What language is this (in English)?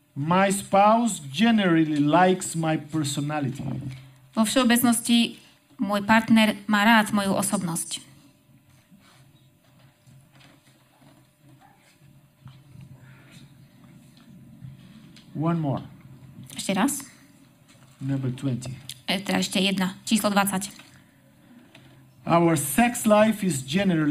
Slovak